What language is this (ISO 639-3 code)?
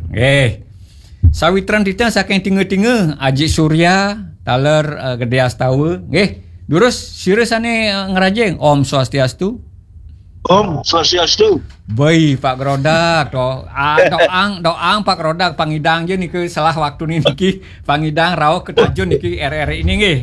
ban